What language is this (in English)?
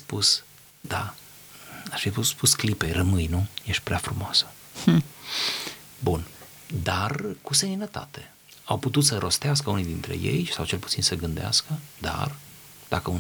Romanian